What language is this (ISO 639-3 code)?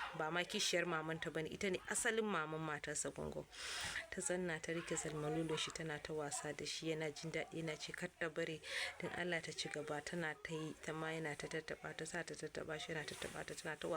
hau